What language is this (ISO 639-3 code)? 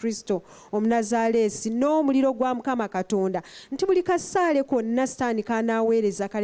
lug